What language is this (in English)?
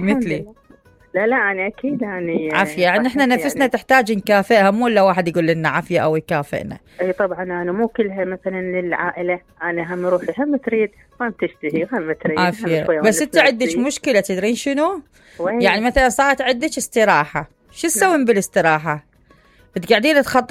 Mesopotamian Arabic